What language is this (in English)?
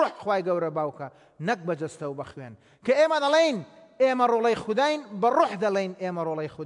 Central Kurdish